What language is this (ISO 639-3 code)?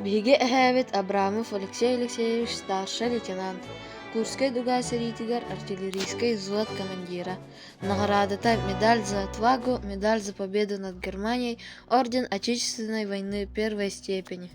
sah